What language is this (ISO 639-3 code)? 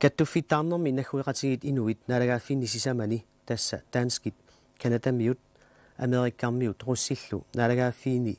kal